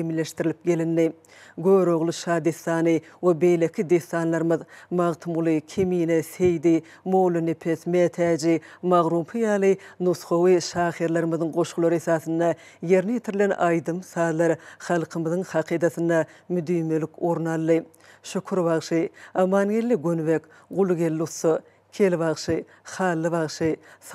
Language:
Turkmen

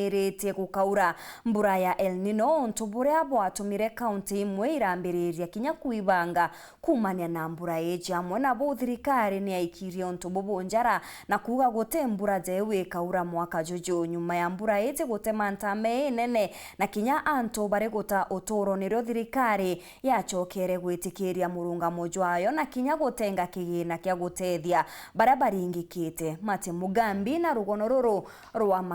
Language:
Meru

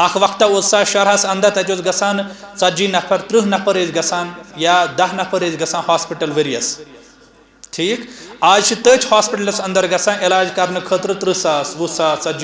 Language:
Kashmiri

